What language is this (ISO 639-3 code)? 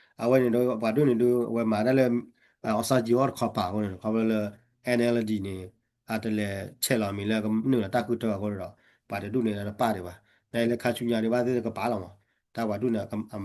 ksw